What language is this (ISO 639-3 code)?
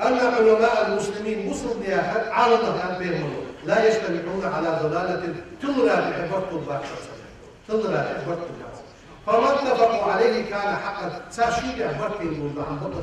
inh